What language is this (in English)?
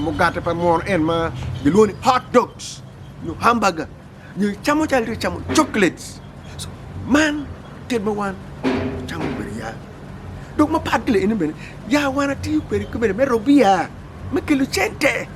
Acoli